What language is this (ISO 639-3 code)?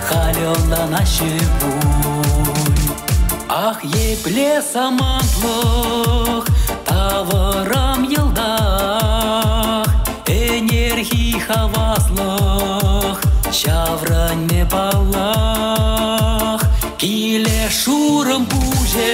chv